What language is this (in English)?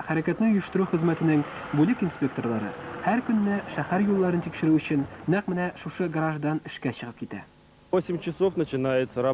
Tatar